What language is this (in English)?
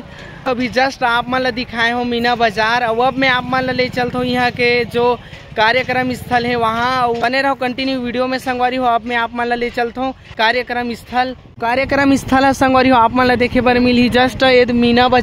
Chhattisgarhi